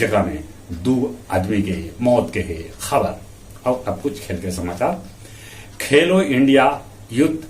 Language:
Magahi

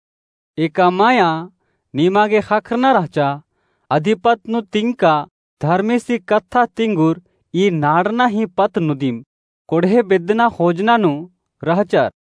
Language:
Kurukh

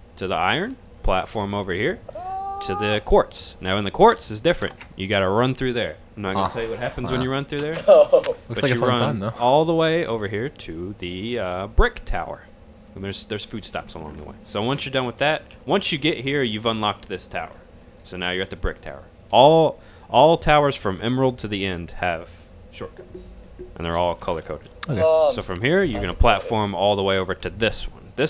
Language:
English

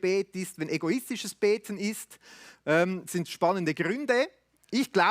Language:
Swiss German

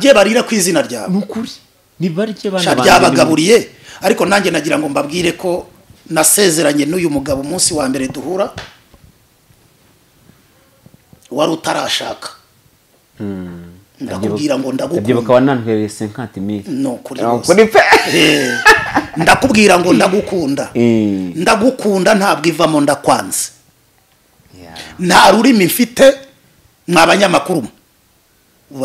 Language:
Kinyarwanda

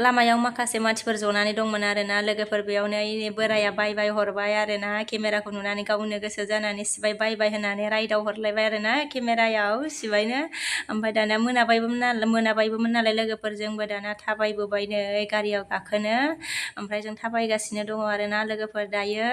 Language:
Bodo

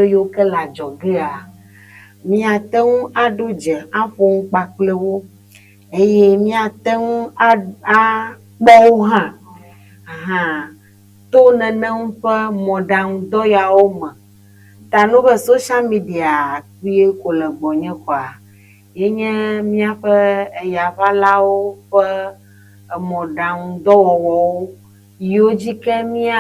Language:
Ewe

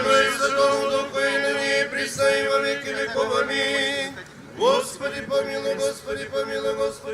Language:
Gagauz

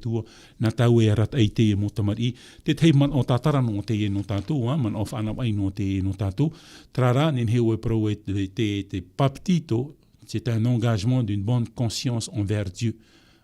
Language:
Tahitian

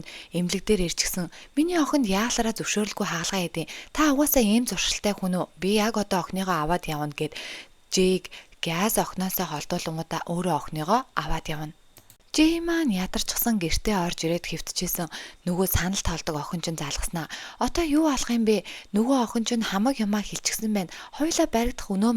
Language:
Mongolian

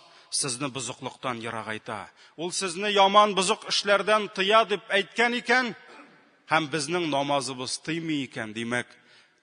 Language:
Tatar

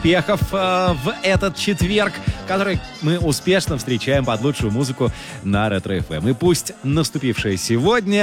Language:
Russian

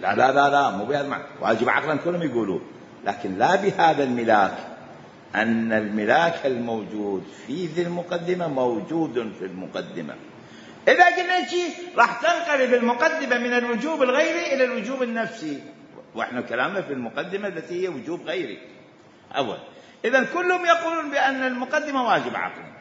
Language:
Mesopotamian Arabic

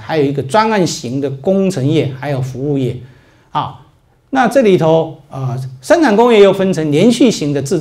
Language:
Chinese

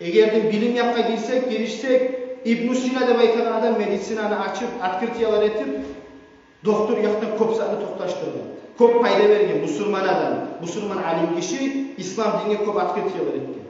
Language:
Kumyk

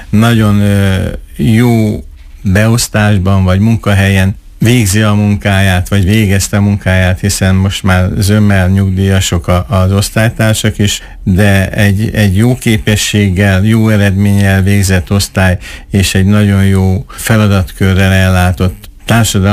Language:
Hungarian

